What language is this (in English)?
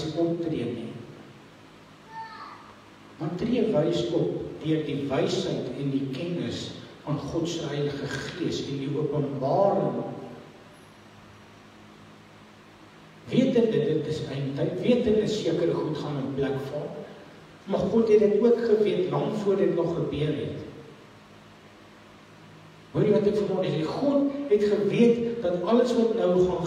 Afrikaans